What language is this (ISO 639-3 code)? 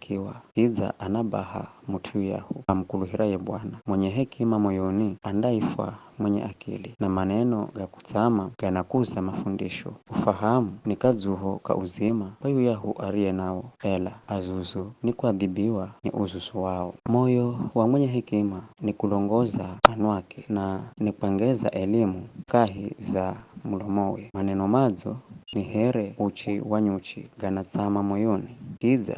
nyf